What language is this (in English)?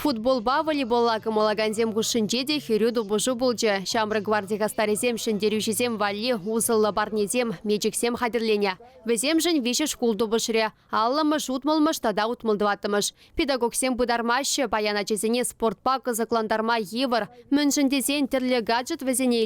Chuvash